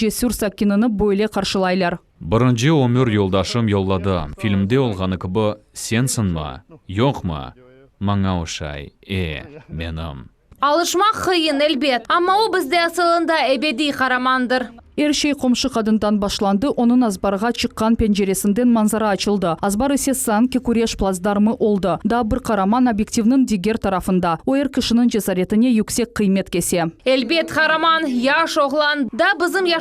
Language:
Crimean Tatar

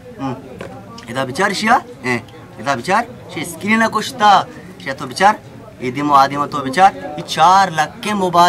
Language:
Baluchi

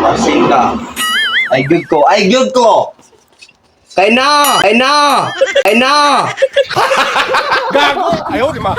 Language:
Cebuano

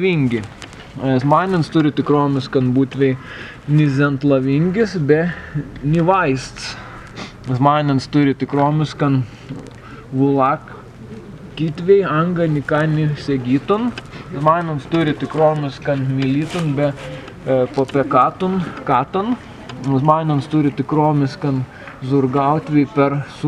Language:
Prussian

